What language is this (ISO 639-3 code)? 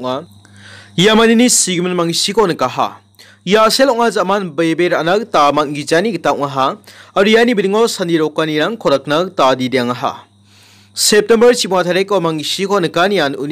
grt